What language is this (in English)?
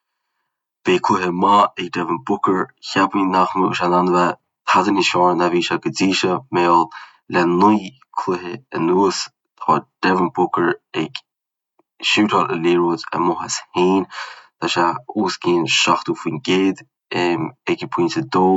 Irish